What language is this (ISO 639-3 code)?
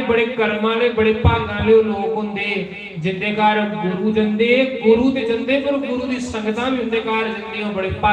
doi